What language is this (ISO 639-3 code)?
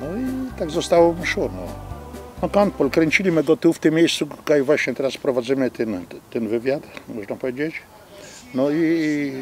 szl